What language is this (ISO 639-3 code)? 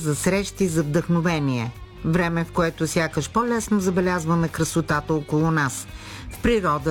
bul